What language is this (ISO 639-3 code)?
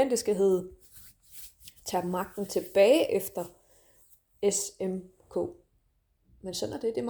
dan